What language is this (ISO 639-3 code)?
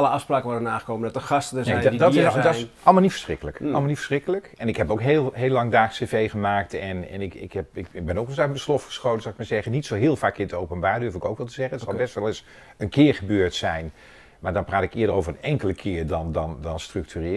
nld